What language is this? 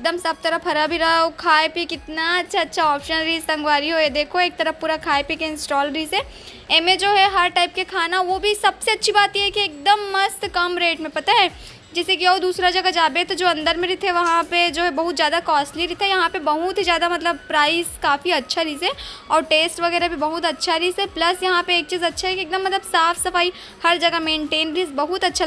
Chhattisgarhi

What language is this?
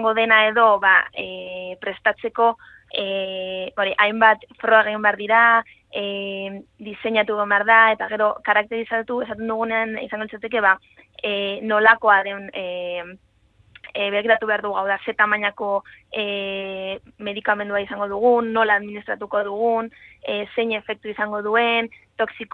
Basque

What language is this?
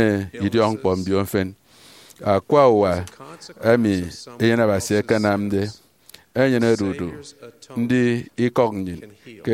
Efik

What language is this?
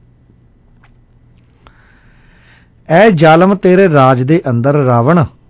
Punjabi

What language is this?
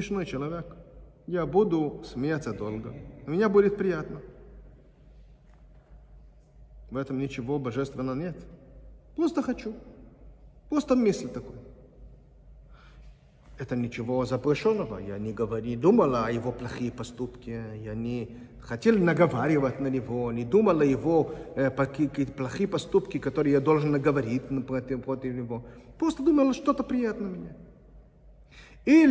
Russian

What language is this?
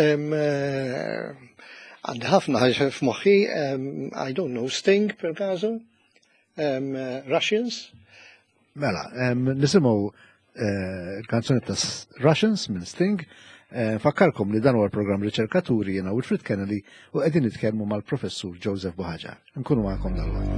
Maltese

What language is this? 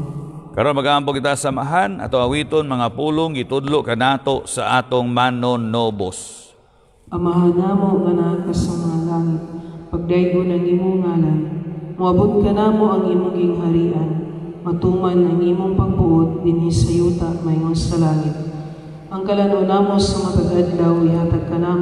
Cebuano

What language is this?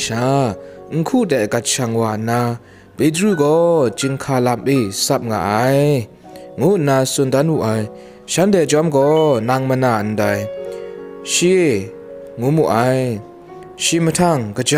Kachin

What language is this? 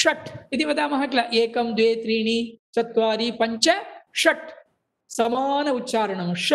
Sanskrit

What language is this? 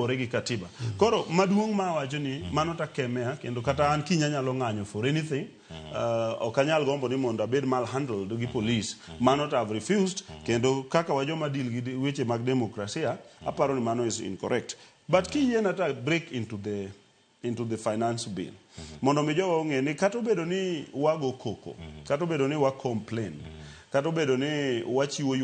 Luo (Kenya and Tanzania)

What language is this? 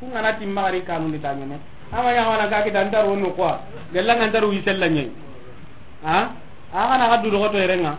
Soninke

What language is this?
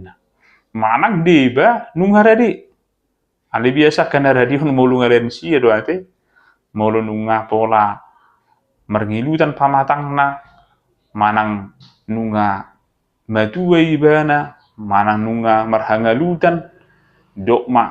Batak Toba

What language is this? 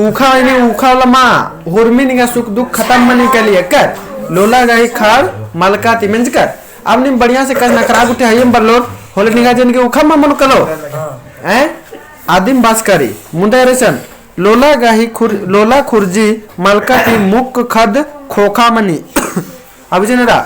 Kurukh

